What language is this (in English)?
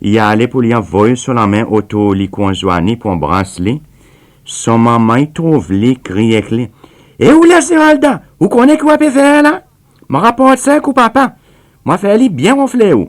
Seselwa Creole French